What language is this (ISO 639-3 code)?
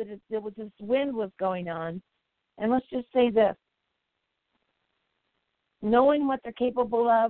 eng